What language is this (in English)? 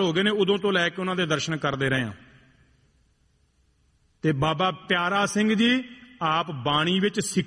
Punjabi